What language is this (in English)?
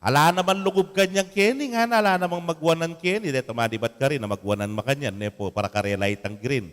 Pampanga